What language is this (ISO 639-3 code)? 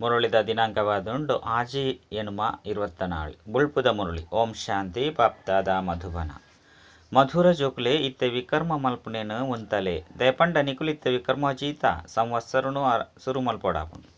tcy